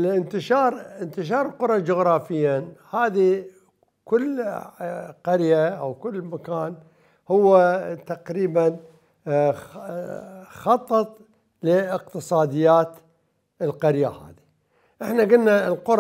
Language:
Mesopotamian Arabic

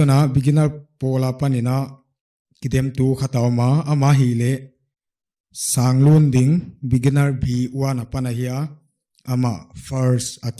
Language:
Paite Chin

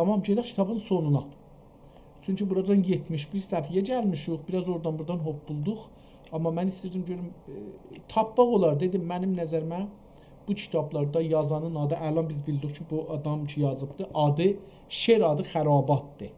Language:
South Azerbaijani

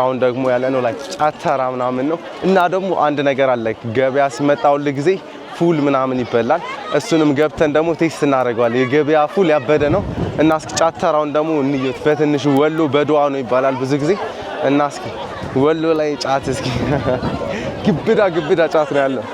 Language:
Amharic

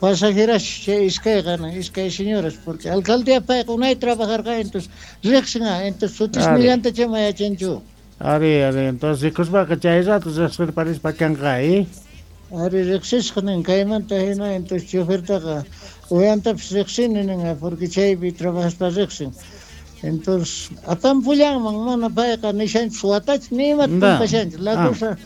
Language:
Quechua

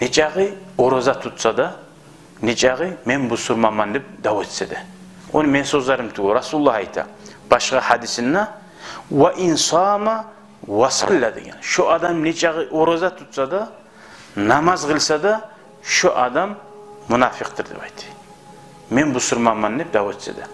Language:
Kumyk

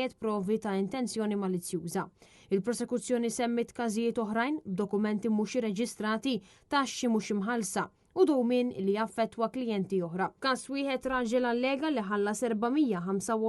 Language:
Maltese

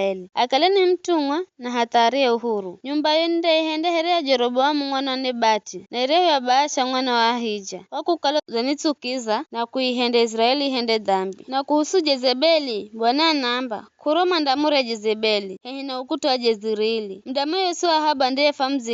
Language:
Giryama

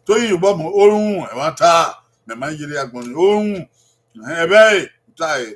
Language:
Bini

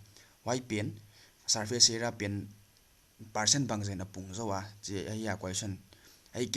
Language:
Paite Chin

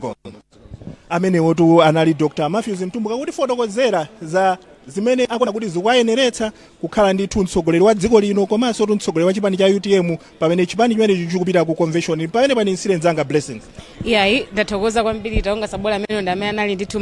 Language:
Nyanja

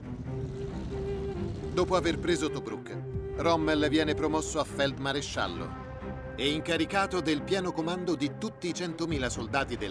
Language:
Italian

